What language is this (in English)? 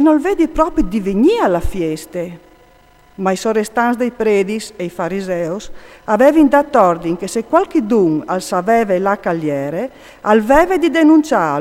Friulian